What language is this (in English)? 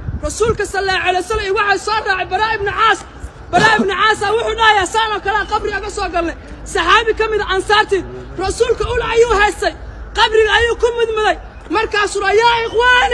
Somali